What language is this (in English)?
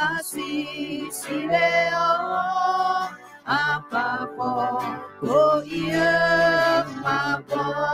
Akha